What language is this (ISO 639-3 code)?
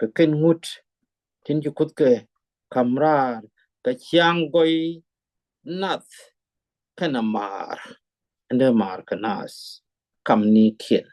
nus